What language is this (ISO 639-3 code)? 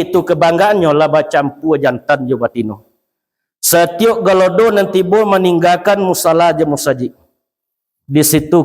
min